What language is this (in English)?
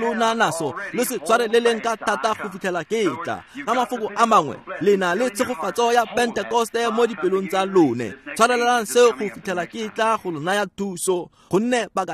Tswana